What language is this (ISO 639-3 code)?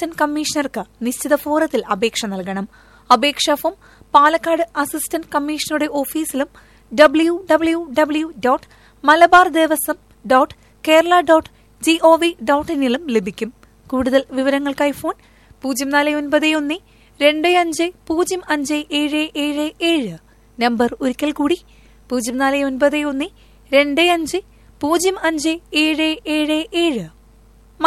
mal